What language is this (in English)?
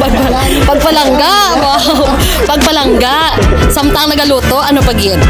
Hiligaynon